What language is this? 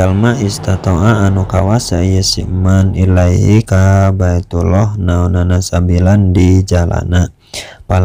Sundanese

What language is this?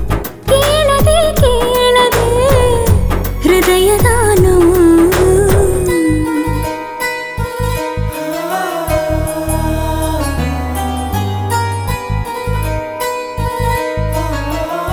Kannada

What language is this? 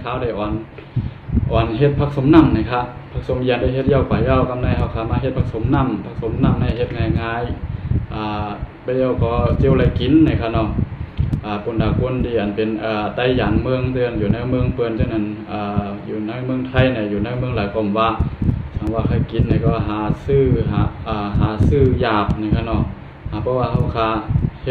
Shan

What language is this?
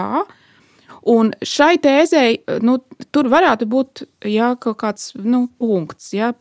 Latvian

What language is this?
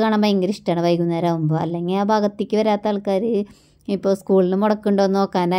Malayalam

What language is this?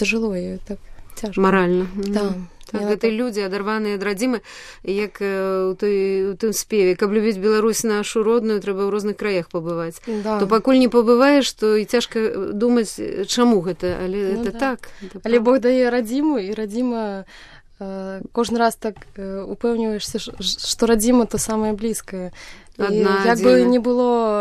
Belarusian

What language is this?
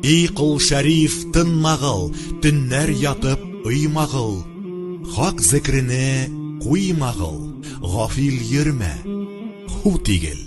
Tatar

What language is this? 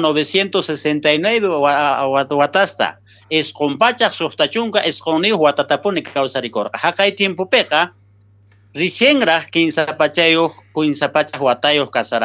South Bolivian Quechua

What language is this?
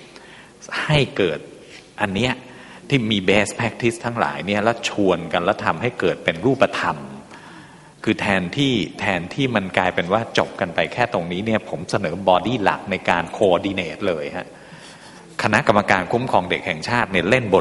Thai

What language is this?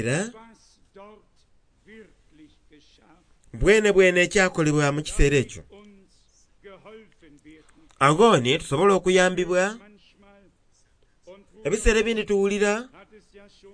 Soga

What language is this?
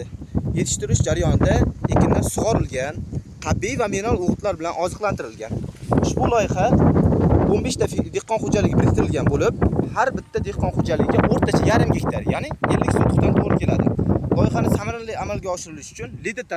Uzbek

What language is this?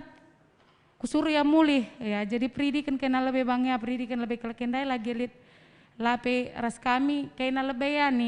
Batak Karo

